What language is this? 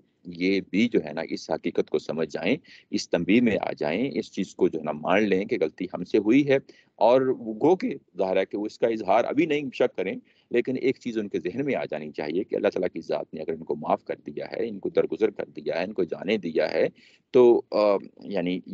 Urdu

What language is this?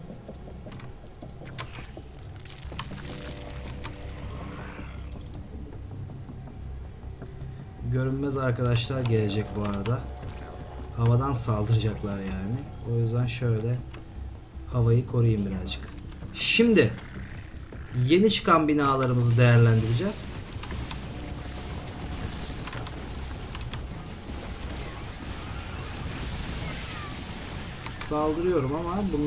Turkish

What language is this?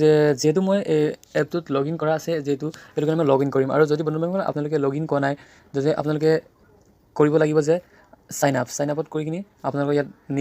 Assamese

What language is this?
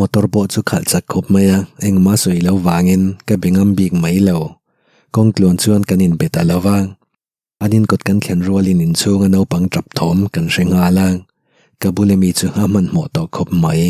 Mizo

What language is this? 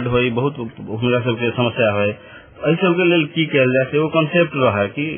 Maithili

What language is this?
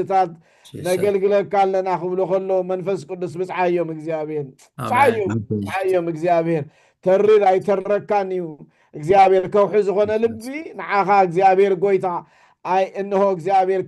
Tigrinya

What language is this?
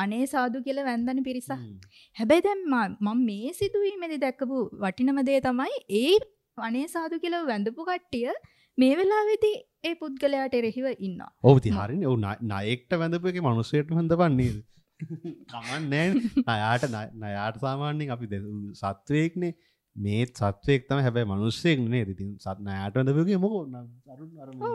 Sinhala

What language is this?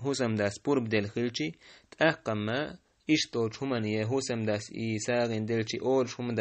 Chechen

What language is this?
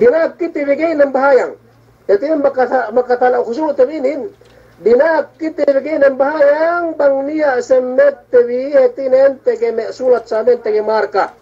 Yakan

